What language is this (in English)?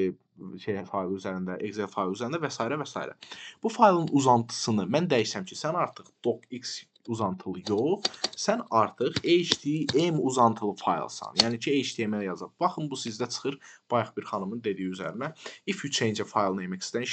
Azerbaijani